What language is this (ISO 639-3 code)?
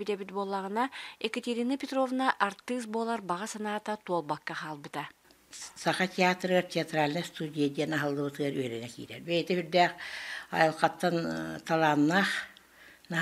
sah